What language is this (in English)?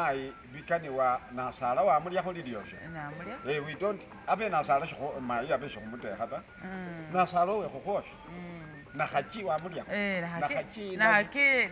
Masaaba